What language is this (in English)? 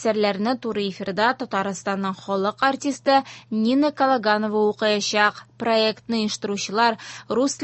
Tatar